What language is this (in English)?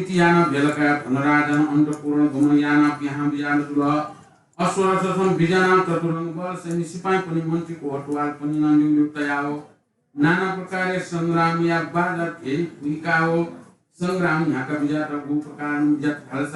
Newari